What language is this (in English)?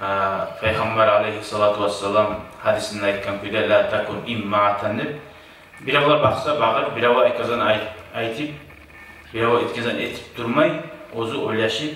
Kumyk